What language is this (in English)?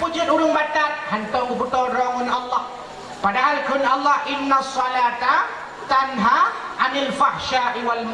Achinese